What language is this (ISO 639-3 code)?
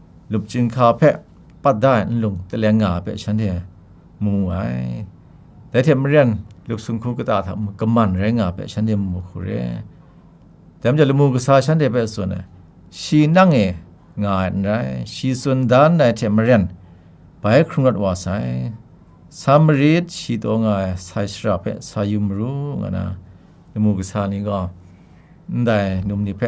kac